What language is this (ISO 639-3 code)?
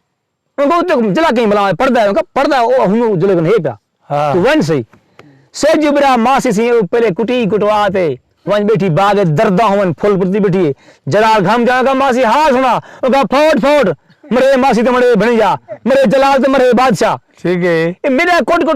skr